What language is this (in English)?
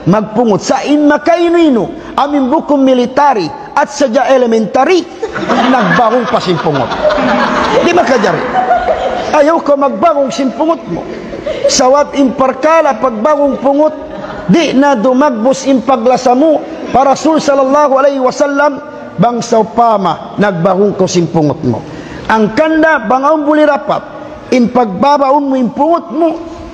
Tausug